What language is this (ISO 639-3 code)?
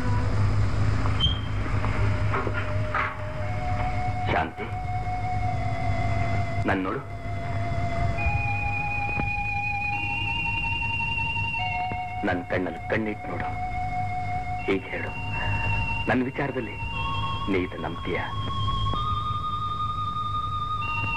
kan